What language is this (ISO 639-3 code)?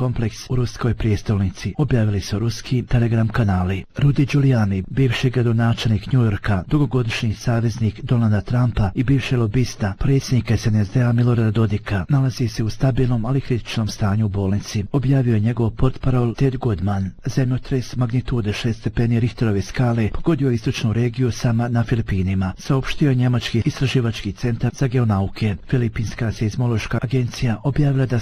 bos